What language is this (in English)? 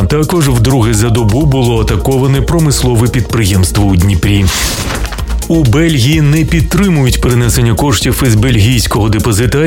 Ukrainian